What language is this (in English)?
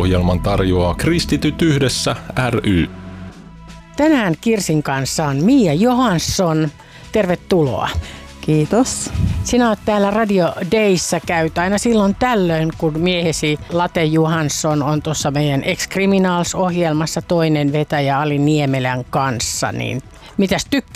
Finnish